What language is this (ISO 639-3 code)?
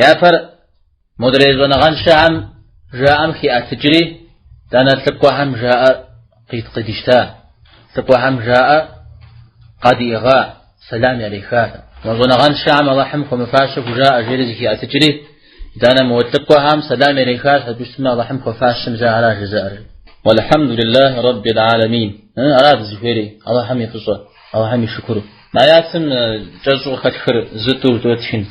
kbd